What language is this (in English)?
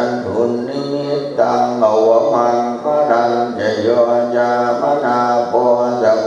Pali